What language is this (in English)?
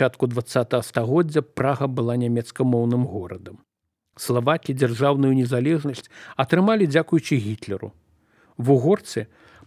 Belarusian